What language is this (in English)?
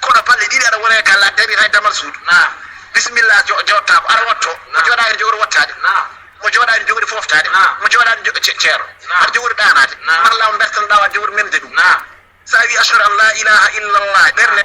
Fula